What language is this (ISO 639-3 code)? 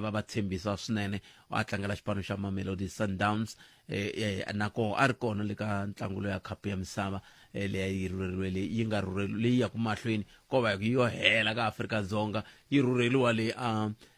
tso